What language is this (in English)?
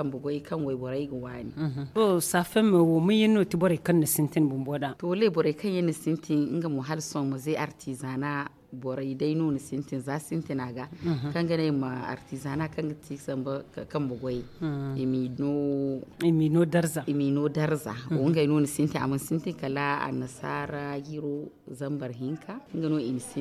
Zarma